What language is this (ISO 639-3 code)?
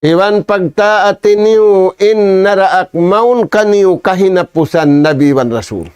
tsg